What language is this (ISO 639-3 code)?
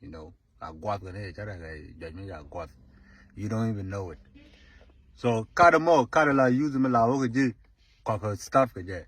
nus